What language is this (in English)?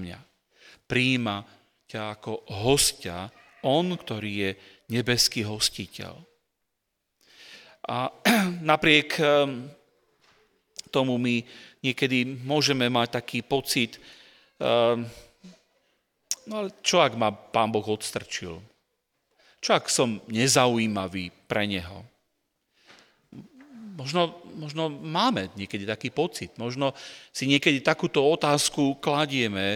Slovak